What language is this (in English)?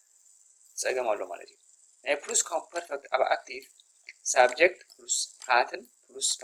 Tigrinya